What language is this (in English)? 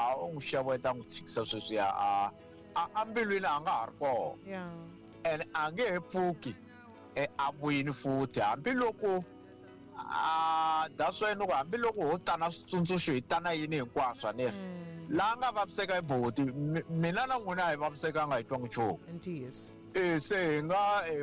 Tsonga